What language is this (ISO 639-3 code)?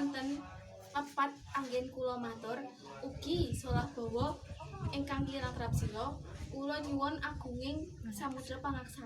jav